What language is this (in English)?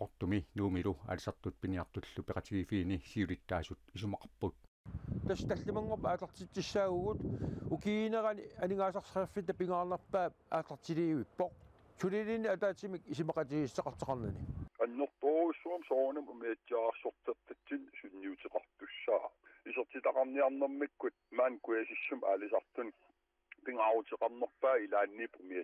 Kalaallisut